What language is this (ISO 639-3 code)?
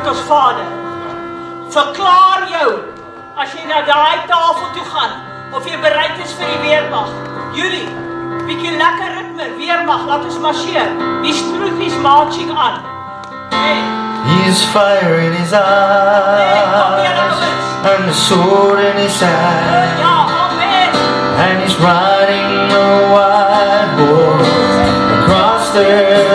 afr